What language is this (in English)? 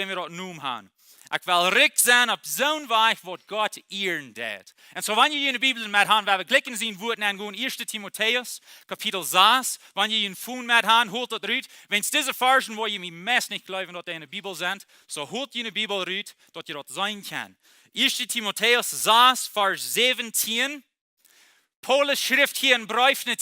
Plautdietsch